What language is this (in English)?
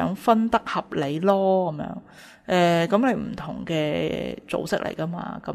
Cantonese